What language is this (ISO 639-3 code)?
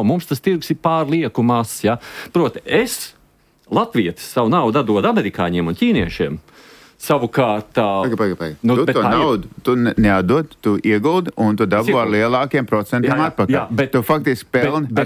lav